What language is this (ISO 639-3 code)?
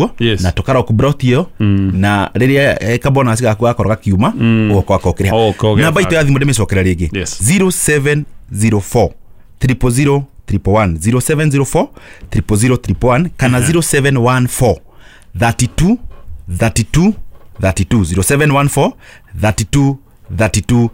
kik